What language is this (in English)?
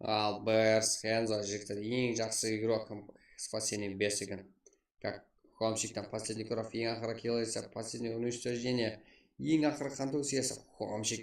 Kara-Kalpak